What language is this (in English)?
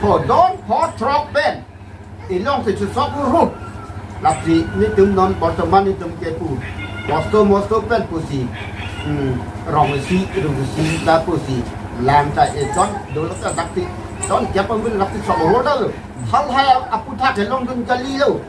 Karbi